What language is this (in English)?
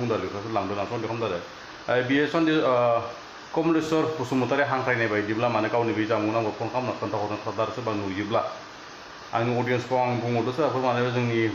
Bodo